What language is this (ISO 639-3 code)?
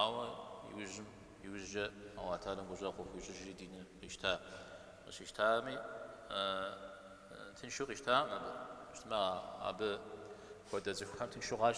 kbd